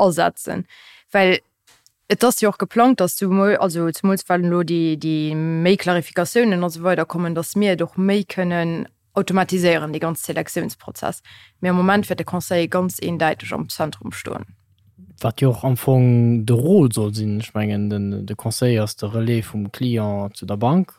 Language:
Luxembourgish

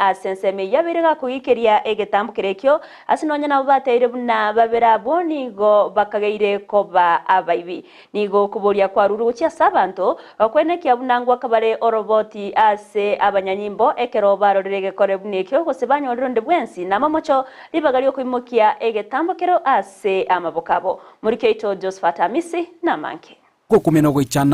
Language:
Gusii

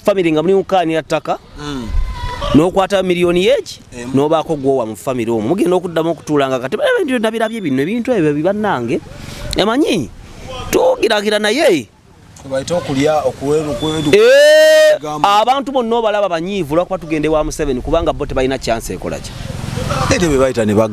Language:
Ganda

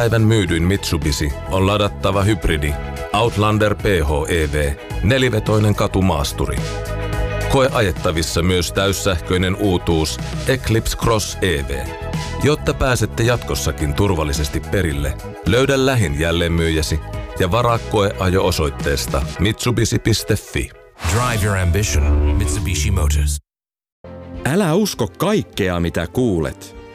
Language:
Finnish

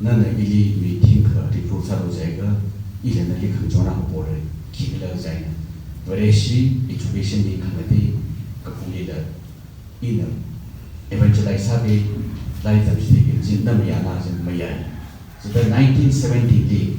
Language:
Tangkhul Naga (India)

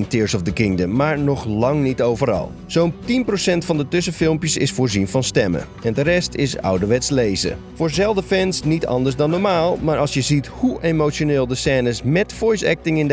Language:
Dutch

